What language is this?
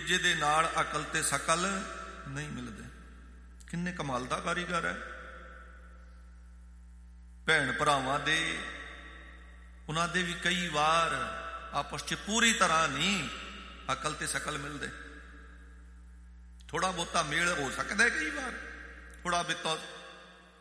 Punjabi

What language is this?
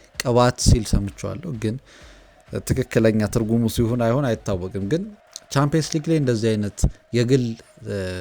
Amharic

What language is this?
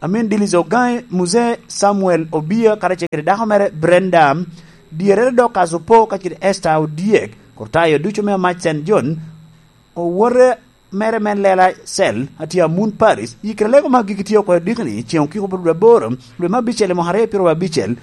Lango (Uganda)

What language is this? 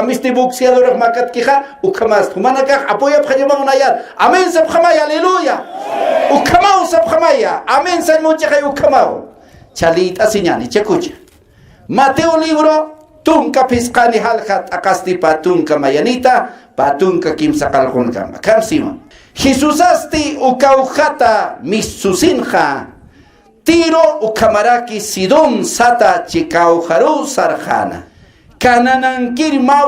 Aymara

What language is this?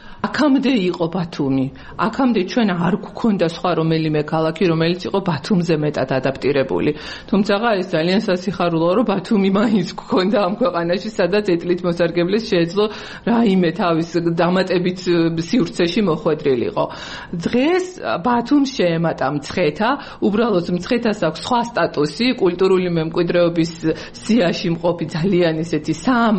Georgian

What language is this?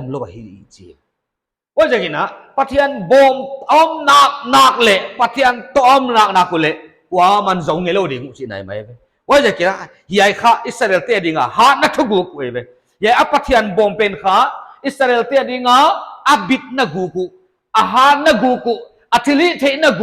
Paite Chin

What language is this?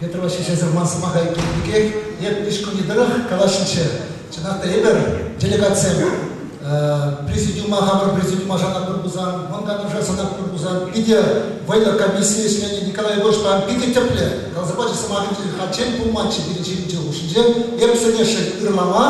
Chuvash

